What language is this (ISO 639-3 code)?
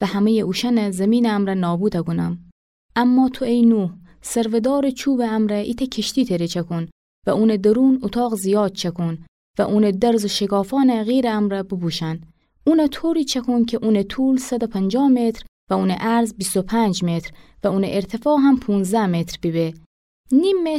glk